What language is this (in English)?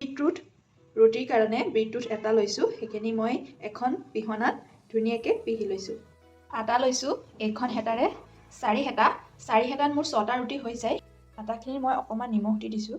Assamese